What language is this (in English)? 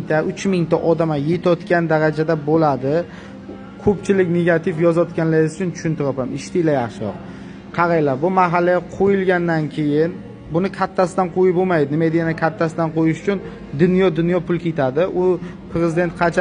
Uzbek